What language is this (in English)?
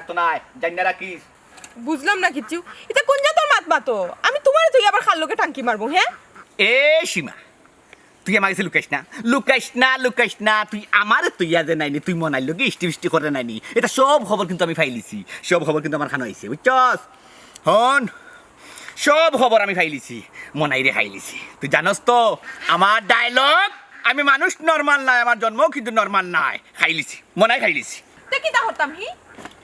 Sylheti